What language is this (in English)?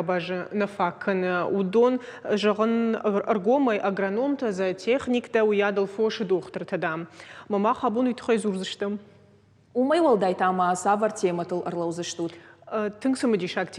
Ossetic